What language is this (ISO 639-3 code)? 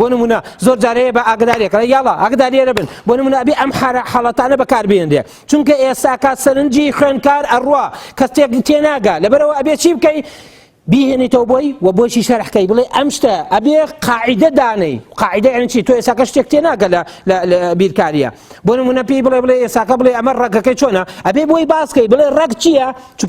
ckb